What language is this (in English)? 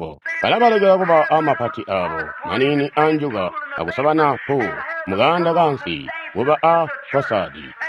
Tonga (Zambia)